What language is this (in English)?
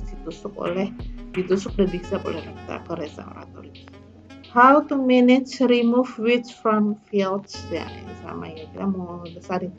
Indonesian